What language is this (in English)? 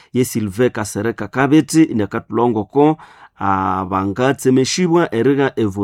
Nande